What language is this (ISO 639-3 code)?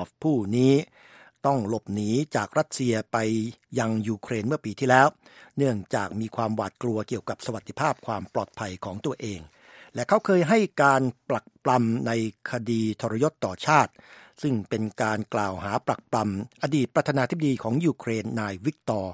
tha